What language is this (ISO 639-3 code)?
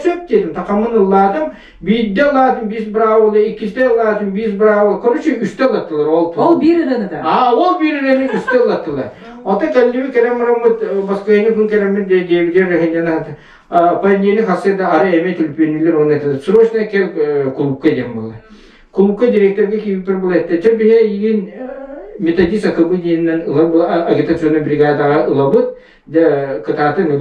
sah